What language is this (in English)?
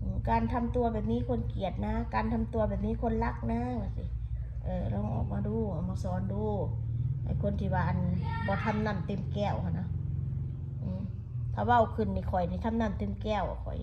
Northeastern Thai